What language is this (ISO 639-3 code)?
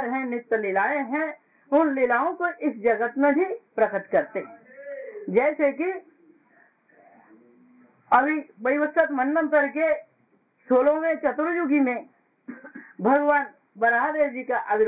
hin